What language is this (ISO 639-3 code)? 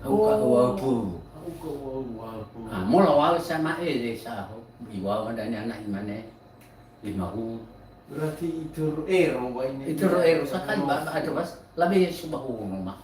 nia